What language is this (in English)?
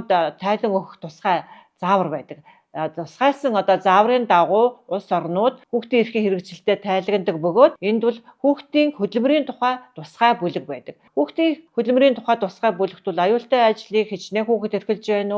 Mongolian